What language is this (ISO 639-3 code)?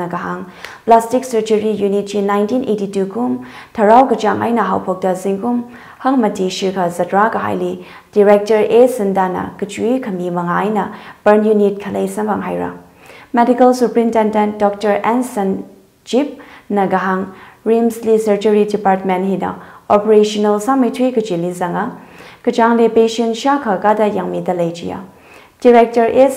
nmf